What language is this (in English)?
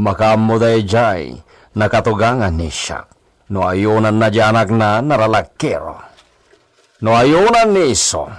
Iloko